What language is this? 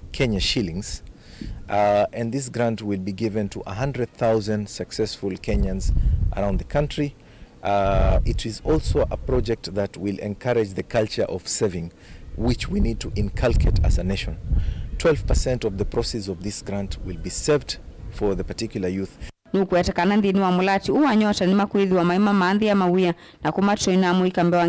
Kamba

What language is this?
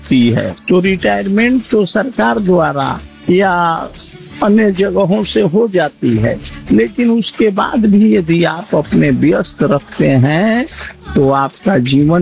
Hindi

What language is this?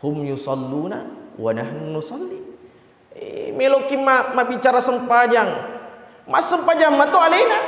Buginese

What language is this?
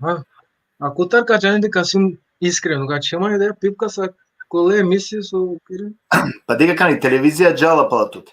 Balkan Romani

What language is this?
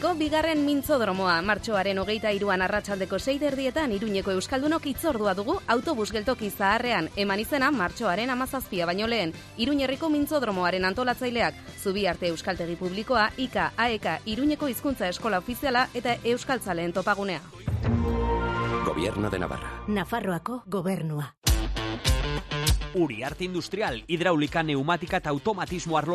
Basque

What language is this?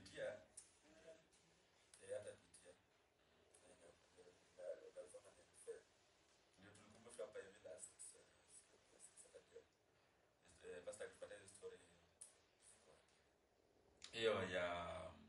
Swahili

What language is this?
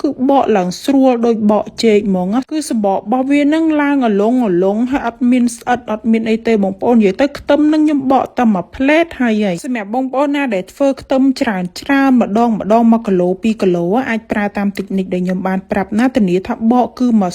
Khmer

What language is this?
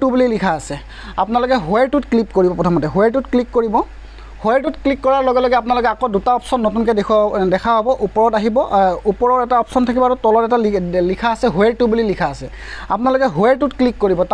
Assamese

